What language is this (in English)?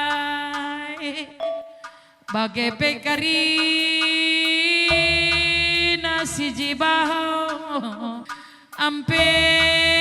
Batak Karo